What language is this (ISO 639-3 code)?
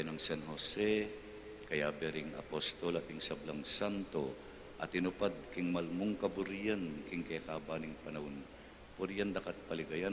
pam